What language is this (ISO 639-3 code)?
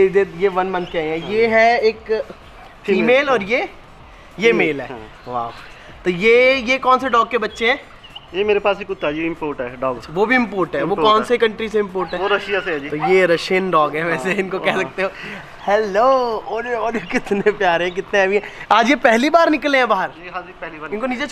hin